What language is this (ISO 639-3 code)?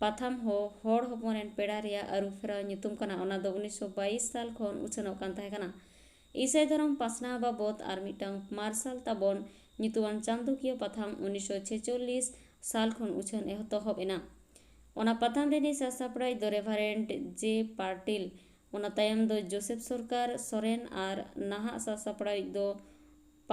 sat